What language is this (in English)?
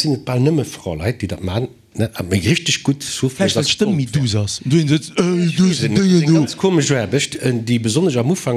Luxembourgish